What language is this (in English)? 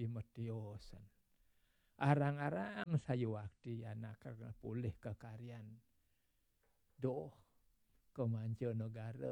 Balinese